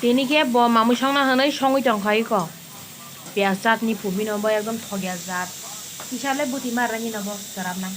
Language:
Kok Borok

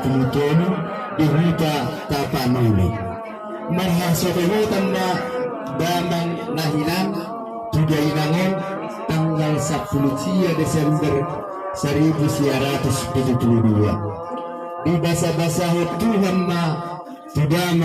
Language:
Batak Toba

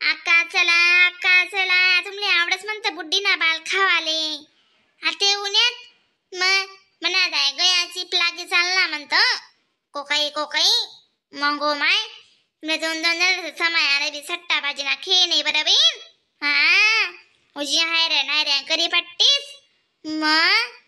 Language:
Khandesi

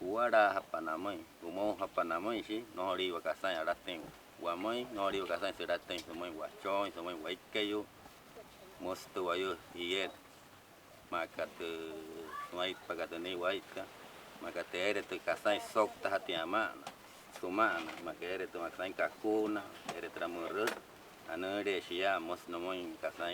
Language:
Wayuu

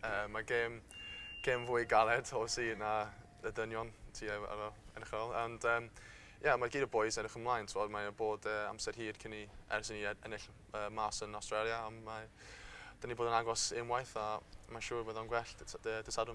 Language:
Welsh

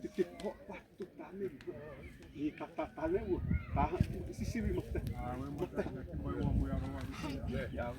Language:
Xavánte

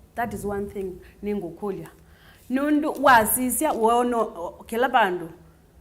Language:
Kamba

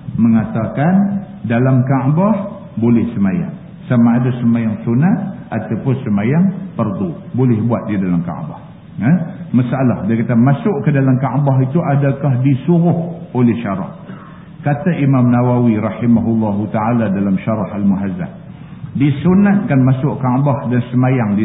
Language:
Malay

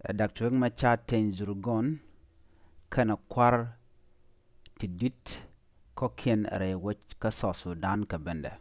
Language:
Nuer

